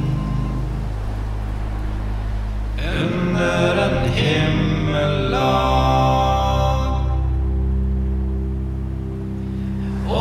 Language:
Norwegian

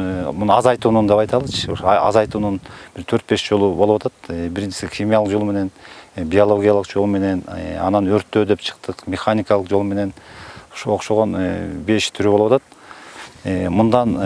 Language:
Kyrgyz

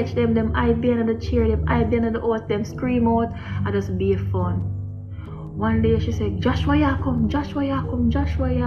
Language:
Jamaican Creole English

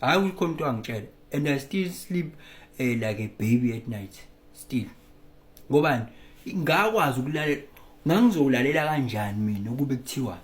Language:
Zulu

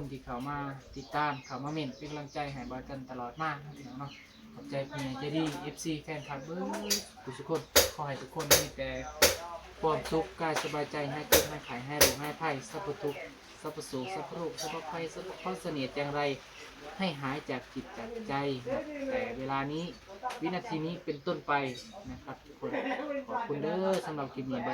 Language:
Northeastern Thai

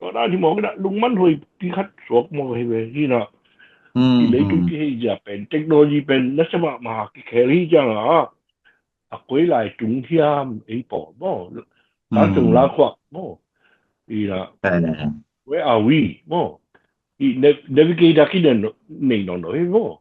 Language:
Tedim Chin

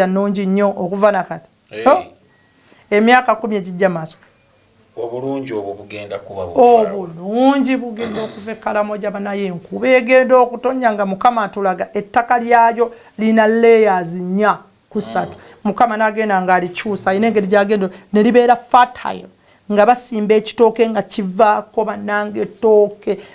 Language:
Ganda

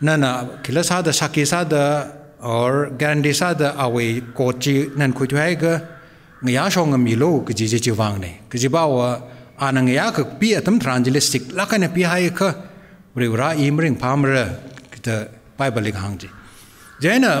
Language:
Tangkhul Naga (India)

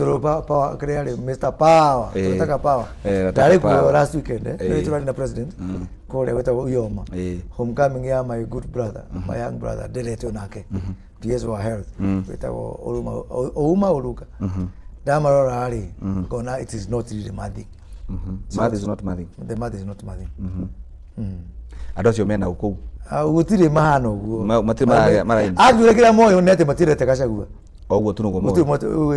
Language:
Kikuyu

